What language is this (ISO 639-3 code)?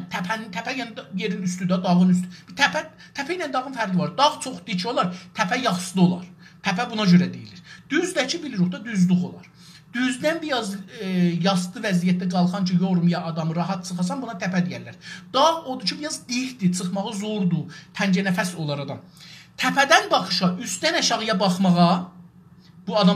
azb